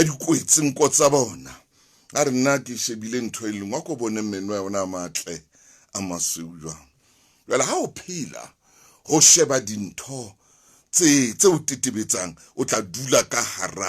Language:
Southern Sotho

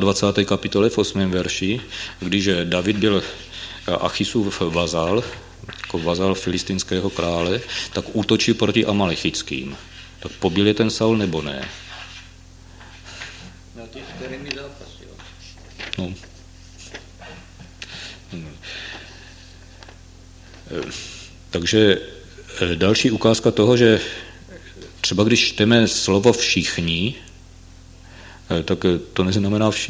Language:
Czech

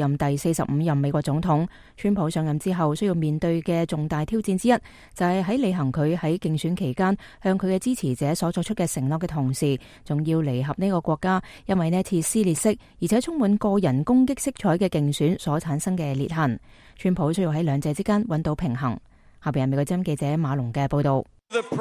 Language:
Cantonese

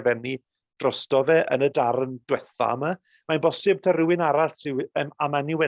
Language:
Welsh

